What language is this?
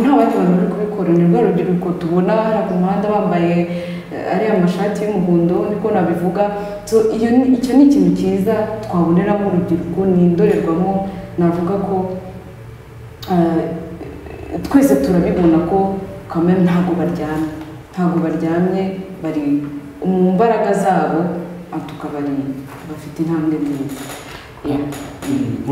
Kinyarwanda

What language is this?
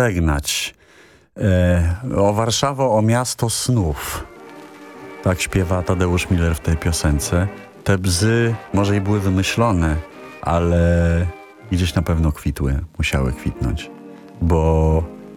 Polish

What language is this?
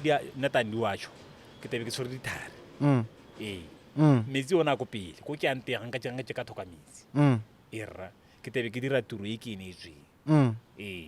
Tswana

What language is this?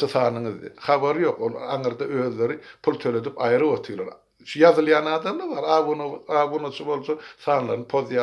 Turkmen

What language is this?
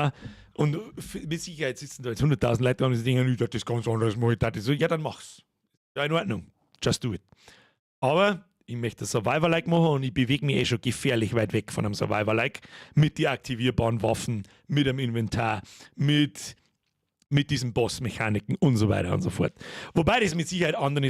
Bavarian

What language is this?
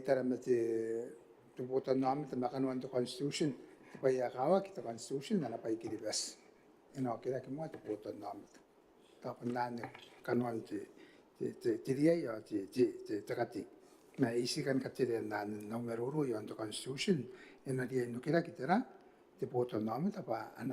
Gilbertese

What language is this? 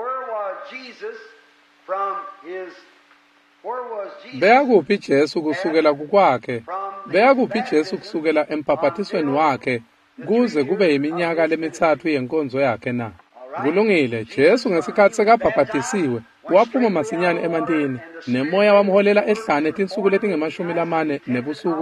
Swati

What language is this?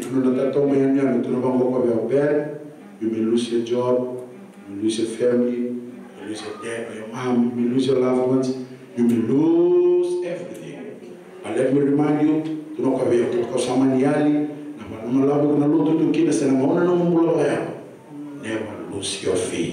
Fijian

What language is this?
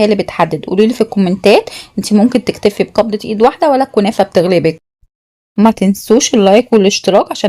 Egyptian Arabic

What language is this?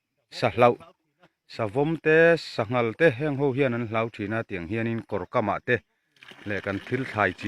Mizo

